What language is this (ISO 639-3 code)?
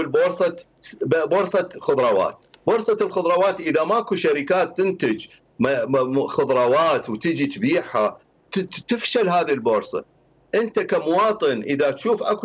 acm